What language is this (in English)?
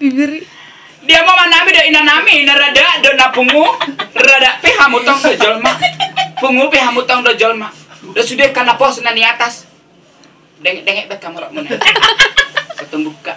Batak Toba